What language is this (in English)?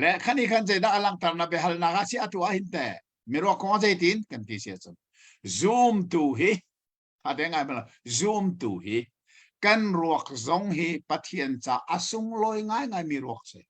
Hakha Chin